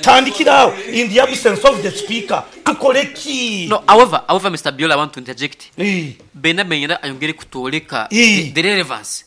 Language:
Nyankole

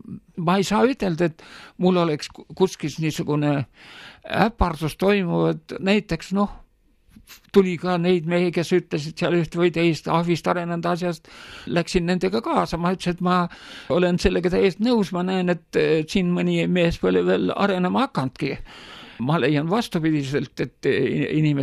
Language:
Estonian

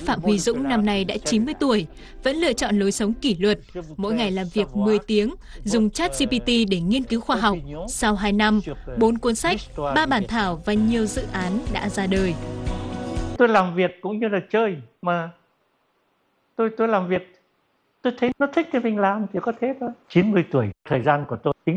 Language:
Vietnamese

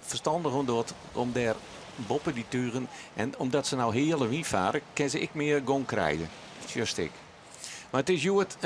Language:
Western Frisian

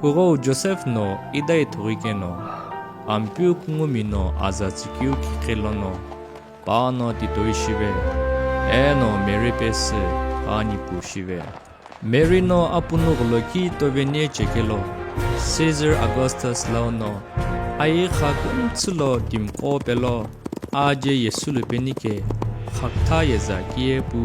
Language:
Sumi Naga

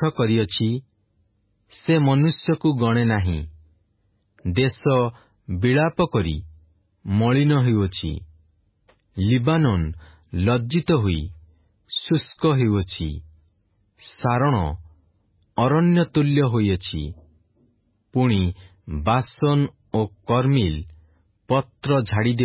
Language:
Odia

